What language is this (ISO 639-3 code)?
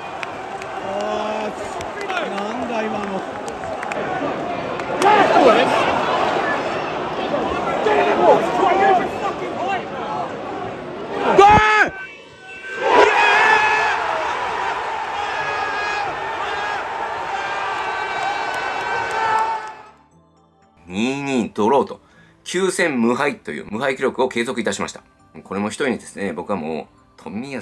jpn